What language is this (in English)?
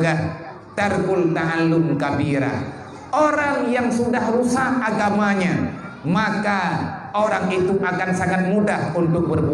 Achinese